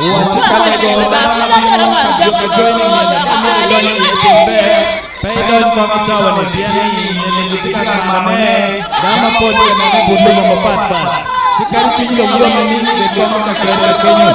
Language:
Acoli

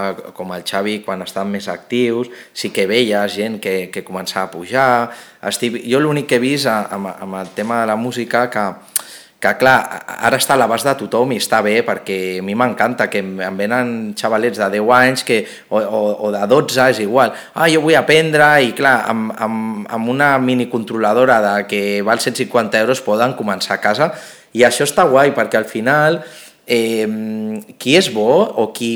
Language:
Catalan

